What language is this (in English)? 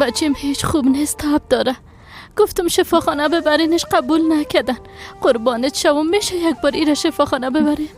Persian